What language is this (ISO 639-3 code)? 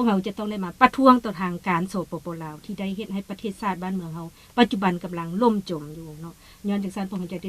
lao